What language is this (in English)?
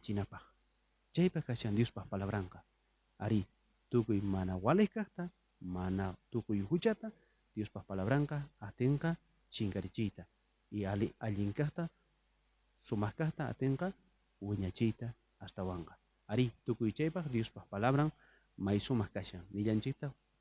South Bolivian Quechua